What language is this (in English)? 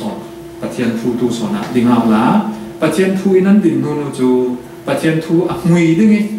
Falam Chin